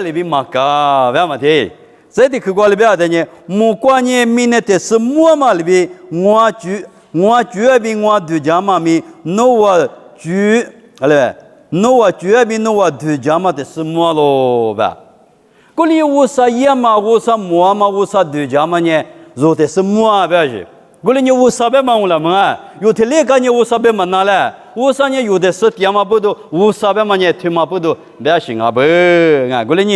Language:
Lisu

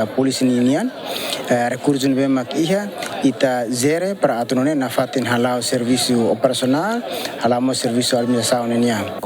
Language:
Tetum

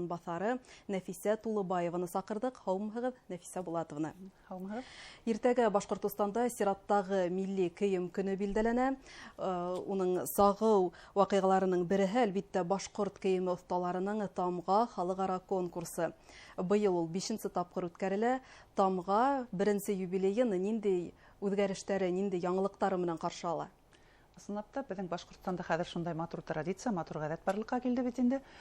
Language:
Bashkir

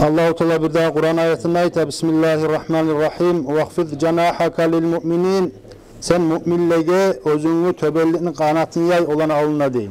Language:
Kumyk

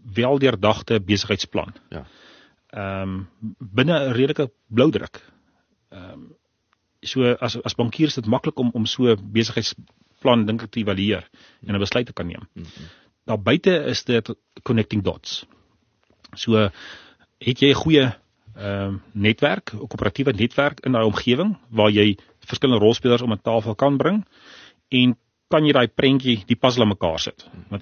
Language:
Afrikaans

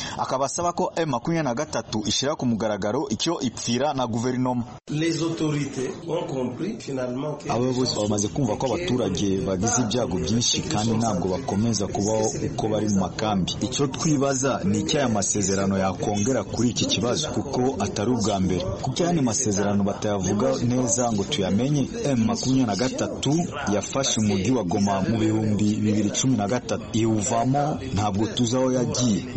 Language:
Kinyarwanda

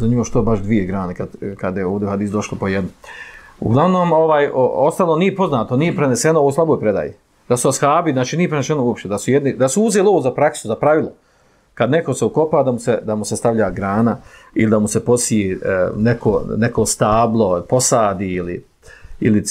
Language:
Bosnian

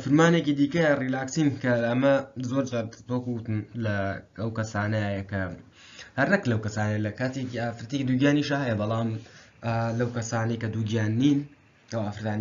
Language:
Central Kurdish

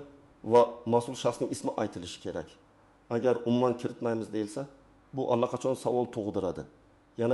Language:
Uzbek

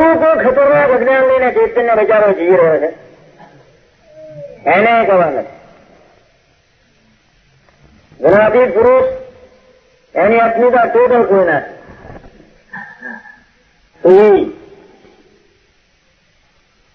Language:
Gujarati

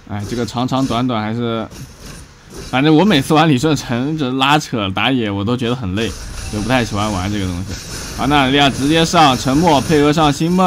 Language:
Chinese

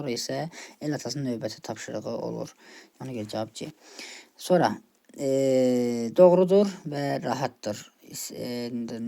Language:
Azerbaijani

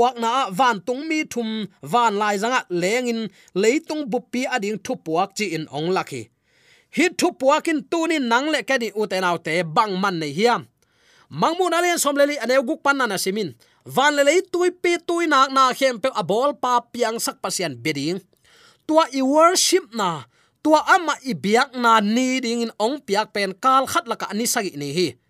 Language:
Tedim Chin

